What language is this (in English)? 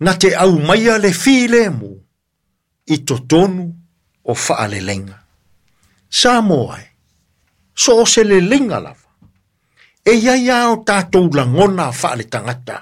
Samoan